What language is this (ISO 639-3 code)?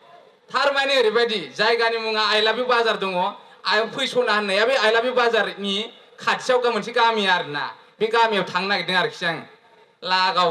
brx